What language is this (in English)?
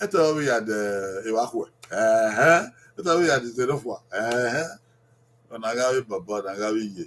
Bini